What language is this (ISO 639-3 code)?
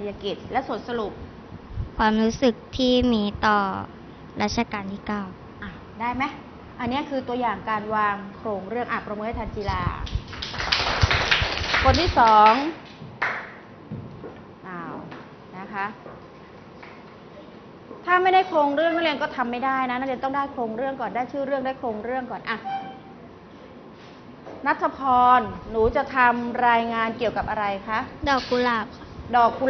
tha